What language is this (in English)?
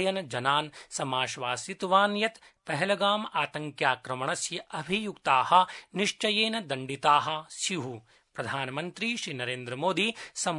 Sanskrit